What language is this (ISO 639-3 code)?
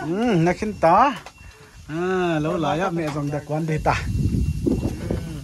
pck